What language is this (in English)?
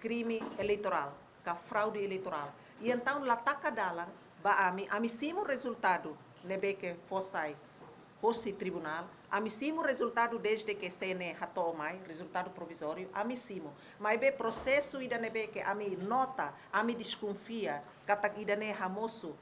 Tetum